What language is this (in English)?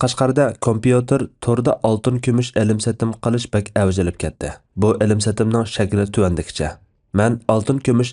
Uyghur